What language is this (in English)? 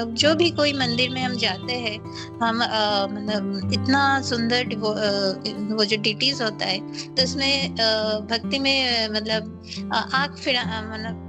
Hindi